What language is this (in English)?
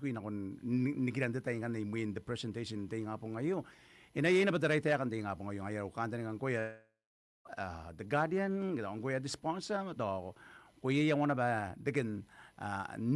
Gilbertese